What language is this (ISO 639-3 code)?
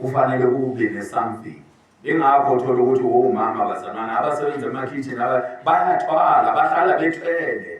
zul